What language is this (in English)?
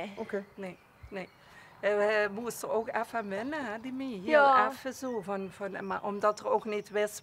Limburgish